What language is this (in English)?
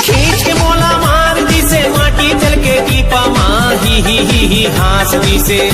Chhattisgarhi